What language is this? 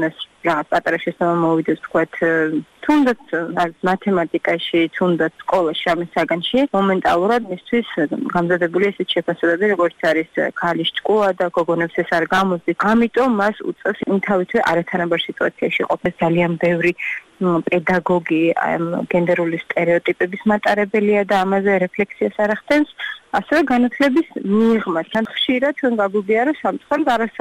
Georgian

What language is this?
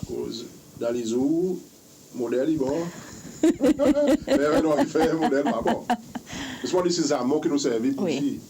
Seselwa Creole French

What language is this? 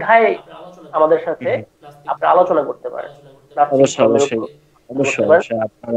Bangla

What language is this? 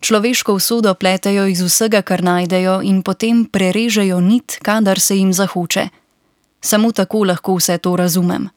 Slovenian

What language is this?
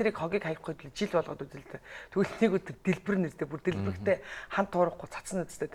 Mongolian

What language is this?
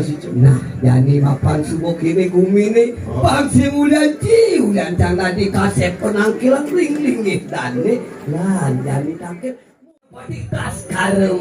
Balinese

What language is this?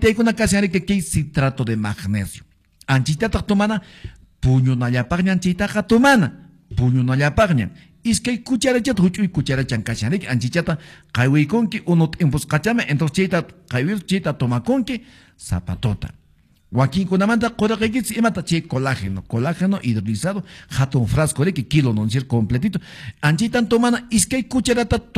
Quechua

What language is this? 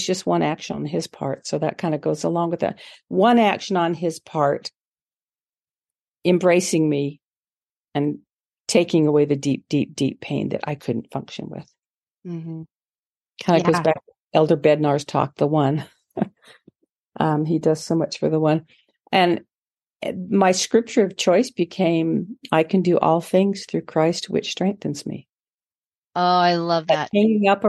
English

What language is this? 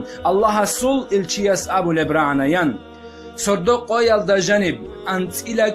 Avaric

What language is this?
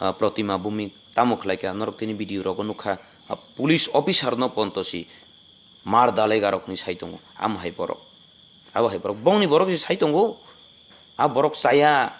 Kok Borok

